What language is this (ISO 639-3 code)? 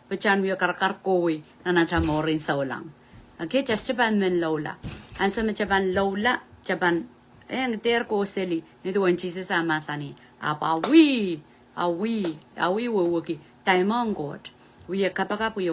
pon